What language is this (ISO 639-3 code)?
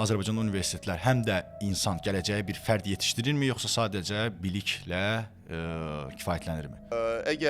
aze